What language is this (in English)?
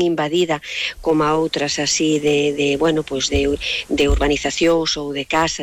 Galician